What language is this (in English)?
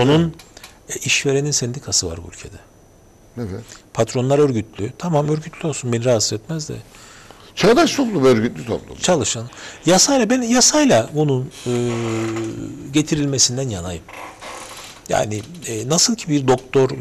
Turkish